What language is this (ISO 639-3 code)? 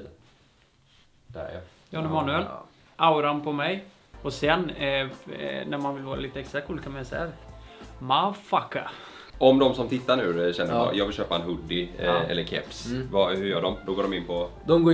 swe